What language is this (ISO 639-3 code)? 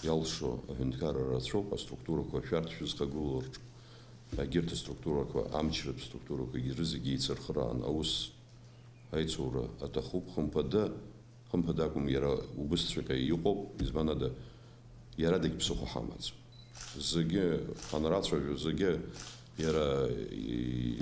abk